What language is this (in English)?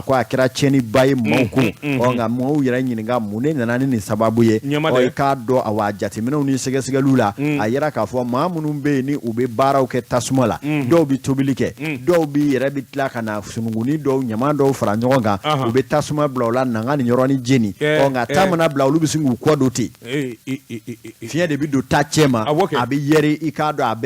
Bambara